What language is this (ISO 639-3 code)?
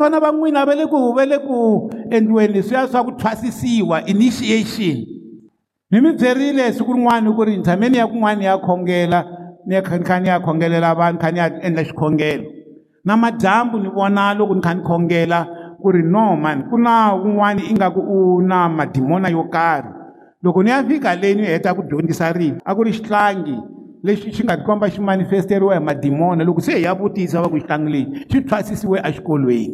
tso